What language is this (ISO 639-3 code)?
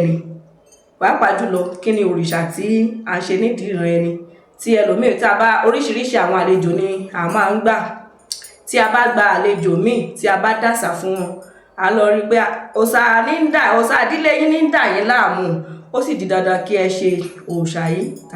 yor